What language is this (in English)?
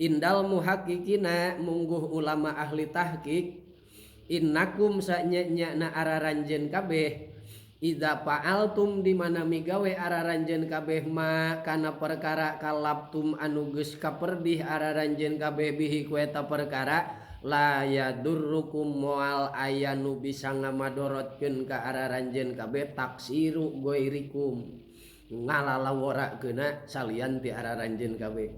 Sundanese